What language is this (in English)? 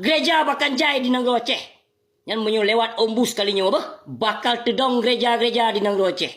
Achinese